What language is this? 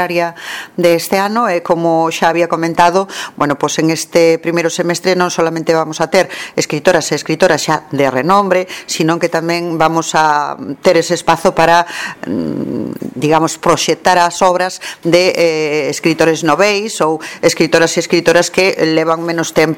Galician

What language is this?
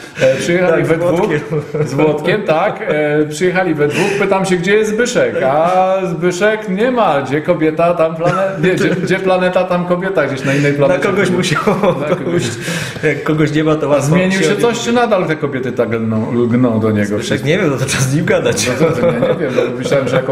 Polish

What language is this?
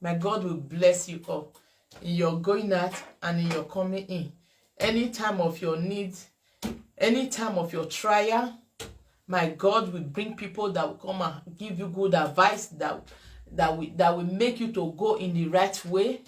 Nigerian Pidgin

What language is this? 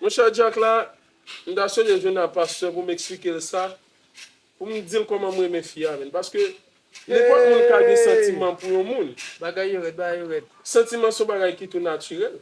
Haitian Creole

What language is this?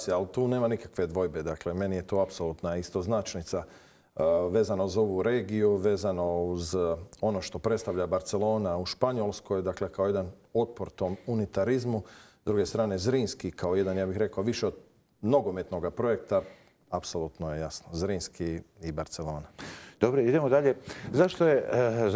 Croatian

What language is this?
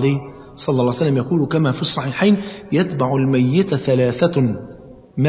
Arabic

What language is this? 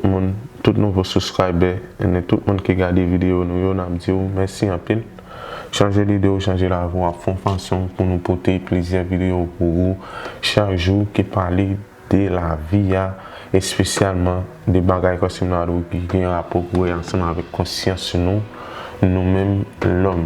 Haitian Creole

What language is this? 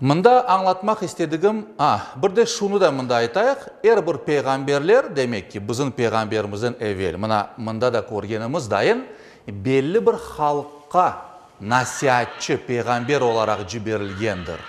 Crimean Tatar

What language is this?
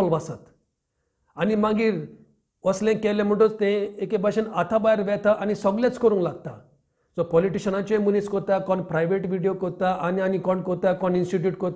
Konkani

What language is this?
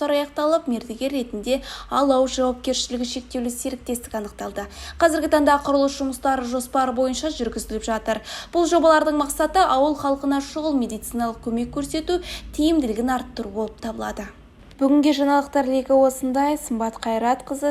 Kazakh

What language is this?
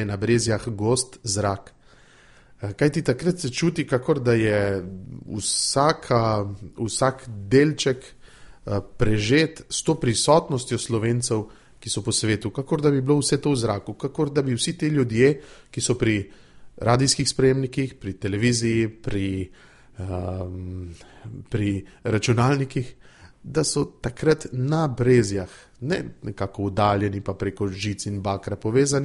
Slovenian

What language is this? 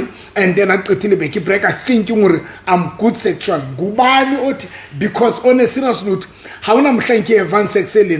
Southern Sotho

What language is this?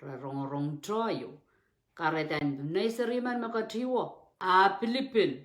Pohnpeian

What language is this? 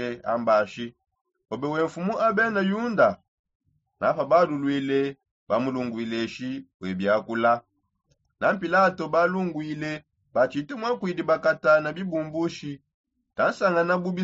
Songe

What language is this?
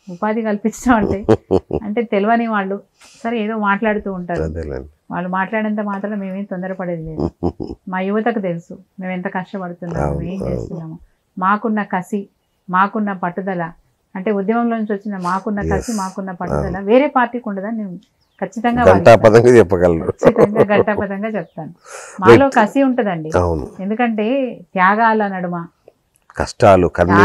Telugu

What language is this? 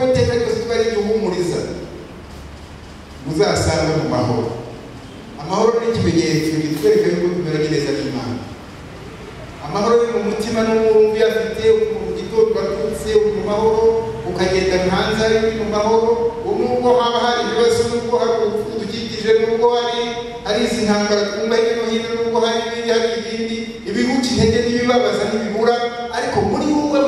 Kinyarwanda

